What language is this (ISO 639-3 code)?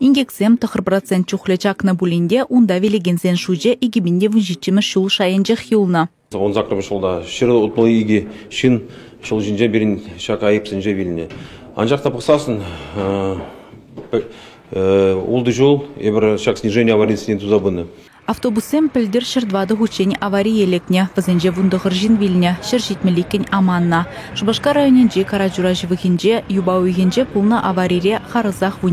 chv